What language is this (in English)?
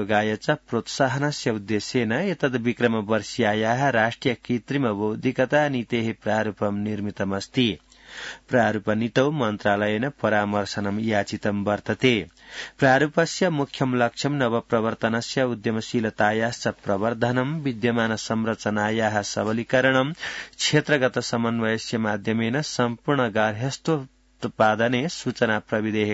Sanskrit